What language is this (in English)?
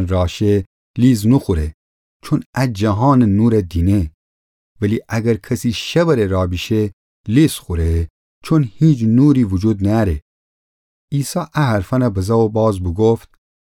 Gilaki